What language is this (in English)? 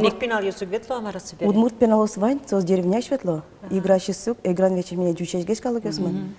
Udmurt